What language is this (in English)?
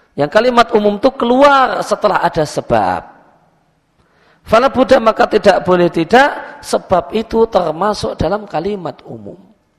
Indonesian